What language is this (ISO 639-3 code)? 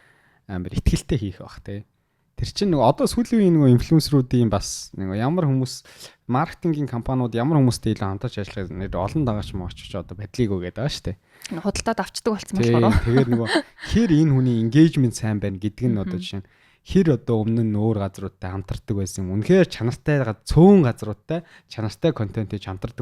mon